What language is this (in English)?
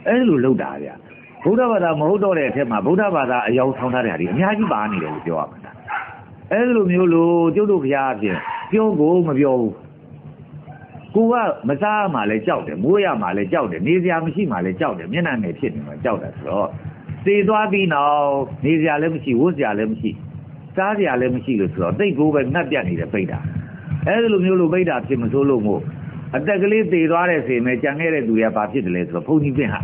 Burmese